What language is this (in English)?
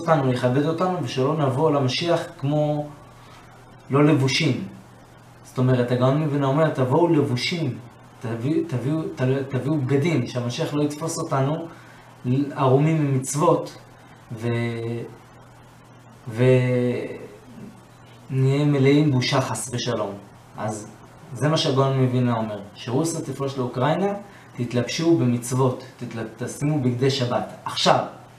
Hebrew